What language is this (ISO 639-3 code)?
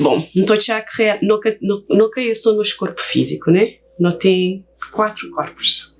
kea